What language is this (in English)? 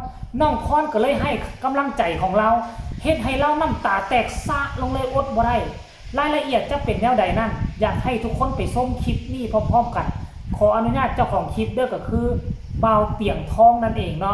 Northeastern Thai